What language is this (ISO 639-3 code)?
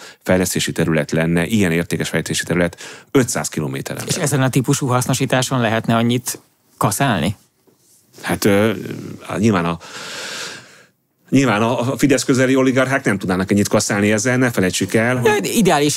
hun